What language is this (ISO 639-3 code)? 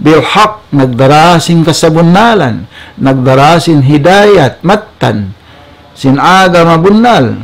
tsg